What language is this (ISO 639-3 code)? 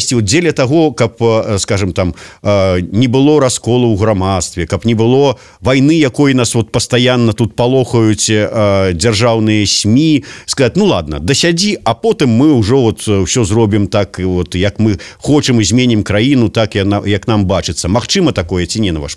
bel